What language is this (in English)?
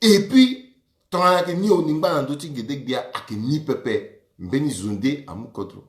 Sango